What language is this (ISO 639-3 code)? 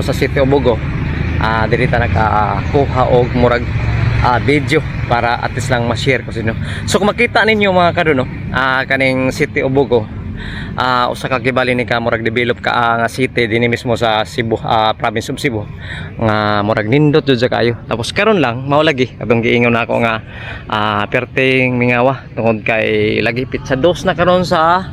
ceb